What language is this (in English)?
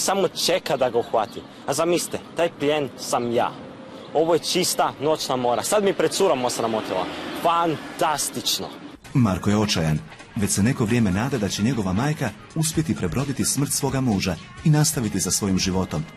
Croatian